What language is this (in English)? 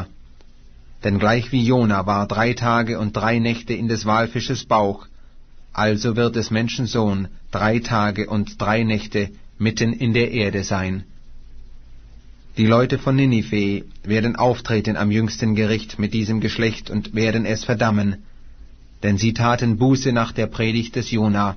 German